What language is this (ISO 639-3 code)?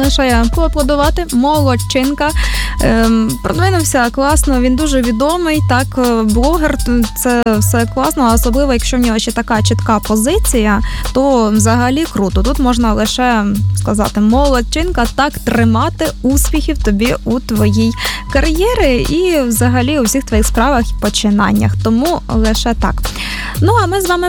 ukr